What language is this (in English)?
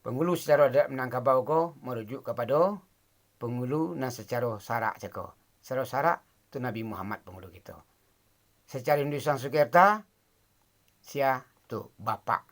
Minangkabau